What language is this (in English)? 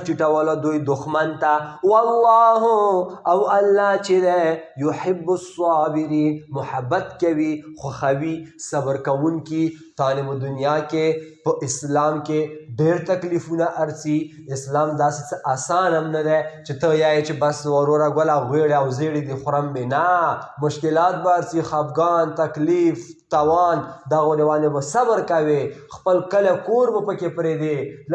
Pashto